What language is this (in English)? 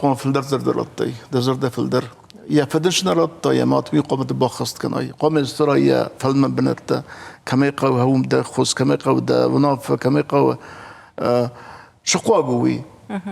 Ossetic